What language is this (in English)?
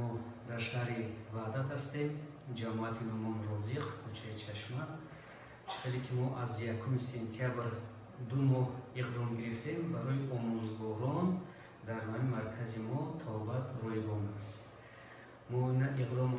Tajik